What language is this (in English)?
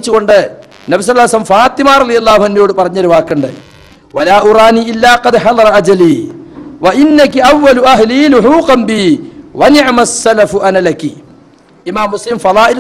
Malayalam